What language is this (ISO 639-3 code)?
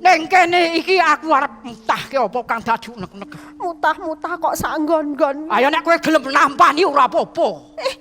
jav